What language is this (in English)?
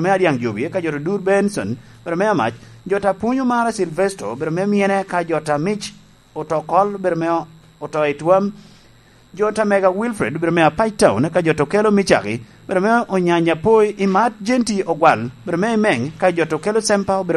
Lango (Uganda)